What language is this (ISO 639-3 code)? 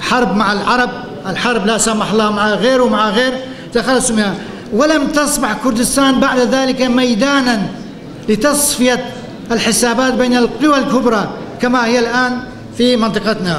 kur